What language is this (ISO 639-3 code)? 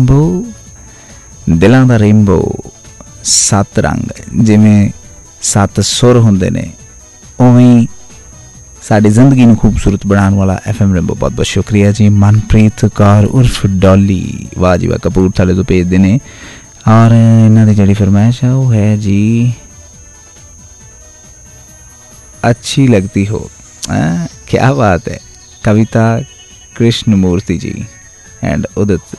pan